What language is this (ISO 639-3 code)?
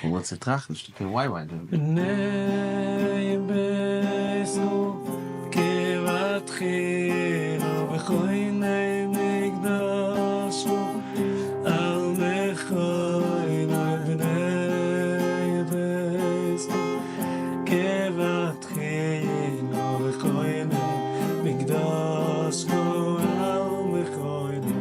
yid